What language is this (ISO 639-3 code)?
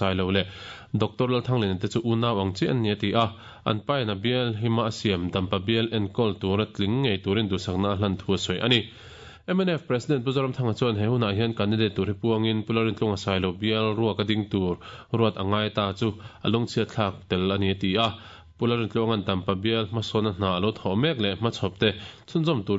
lus